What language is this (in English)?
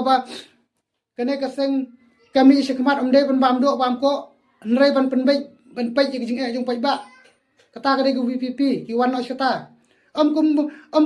Khasi